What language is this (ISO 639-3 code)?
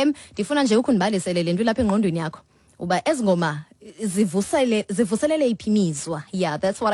xho